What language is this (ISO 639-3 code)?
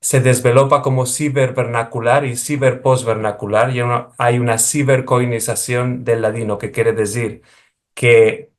lad